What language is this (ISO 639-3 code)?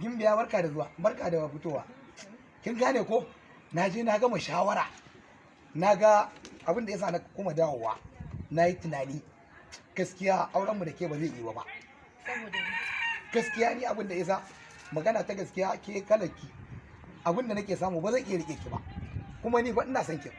hau